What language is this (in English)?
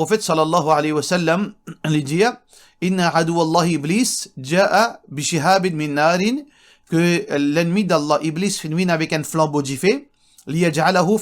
Morisyen